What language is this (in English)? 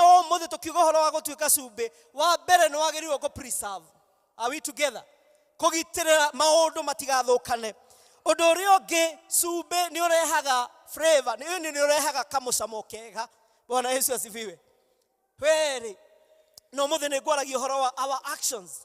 Kikuyu